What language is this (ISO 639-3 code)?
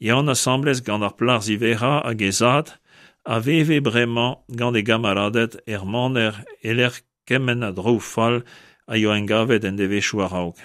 bre